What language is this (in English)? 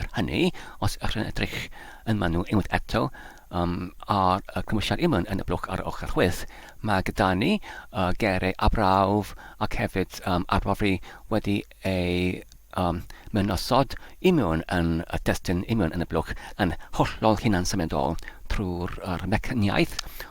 Welsh